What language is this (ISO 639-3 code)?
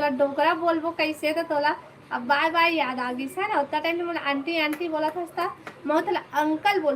hne